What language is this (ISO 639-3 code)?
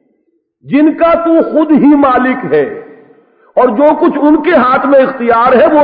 urd